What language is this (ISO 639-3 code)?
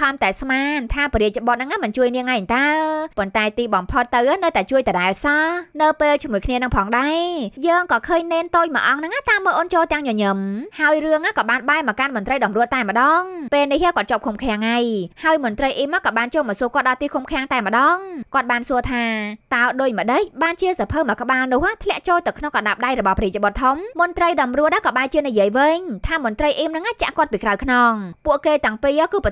khm